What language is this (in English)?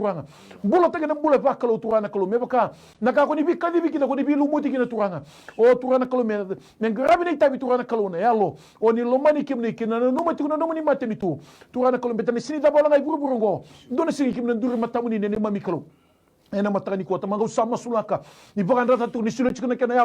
Fijian